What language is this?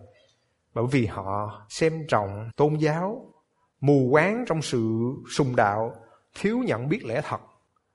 Vietnamese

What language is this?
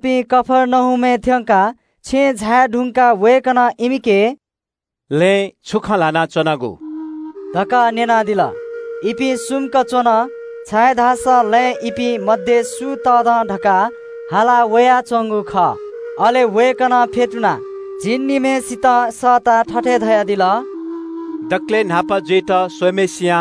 Newari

